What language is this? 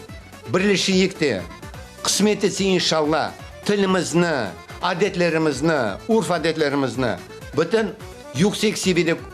Crimean Tatar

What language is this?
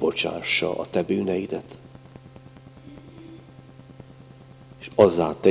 Hungarian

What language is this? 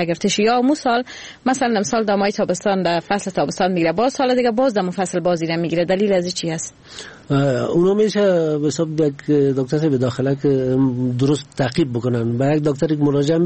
Persian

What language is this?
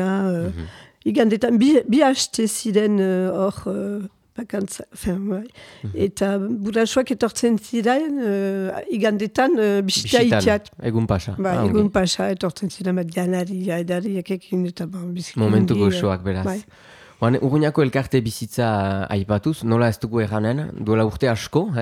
Basque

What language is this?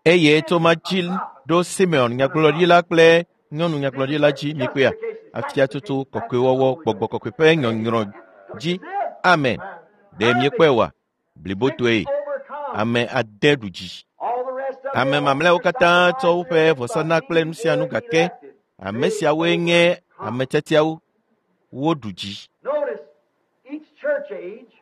Ewe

